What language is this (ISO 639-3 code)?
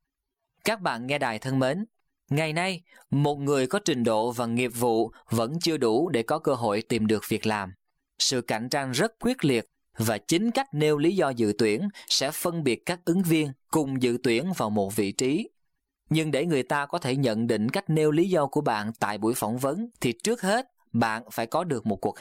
vie